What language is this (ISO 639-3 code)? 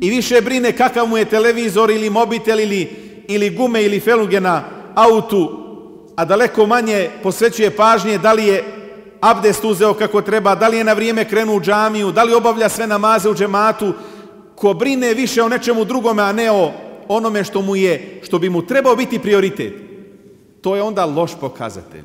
bos